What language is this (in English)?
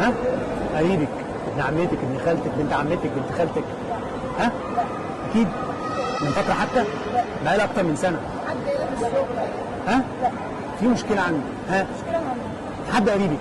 Egyptian Arabic